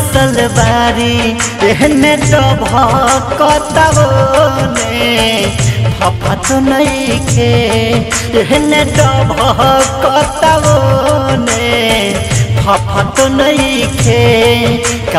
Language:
Bhojpuri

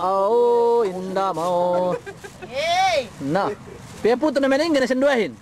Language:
Yakan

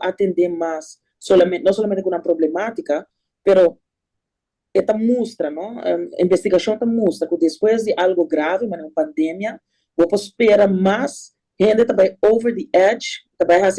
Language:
Papiamento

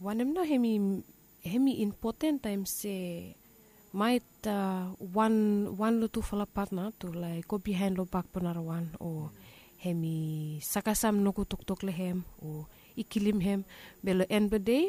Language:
Bislama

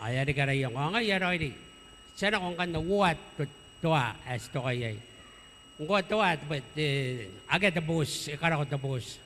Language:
Gilbertese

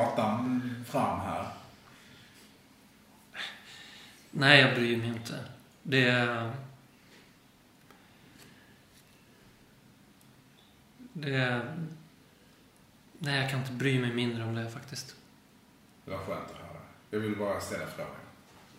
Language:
Swedish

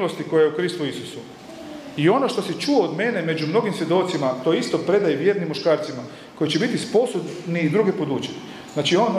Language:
Croatian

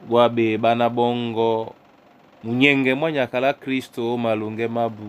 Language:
Duala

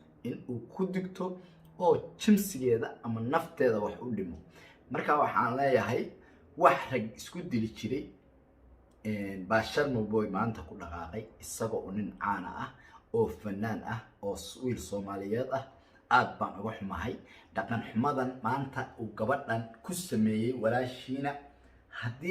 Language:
Somali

